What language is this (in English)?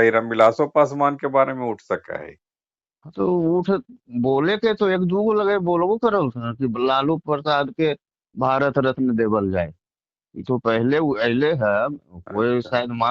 Magahi